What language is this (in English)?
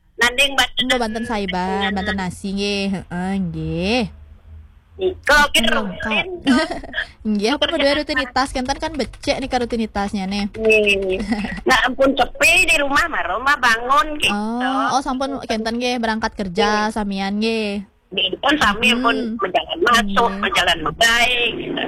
Balinese